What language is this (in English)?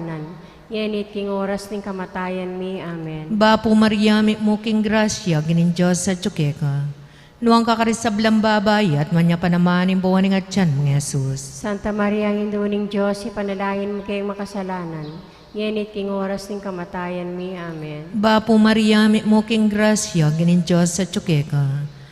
Pampanga